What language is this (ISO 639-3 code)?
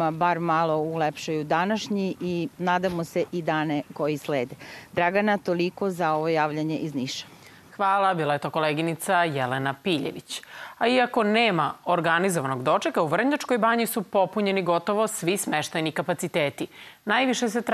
srp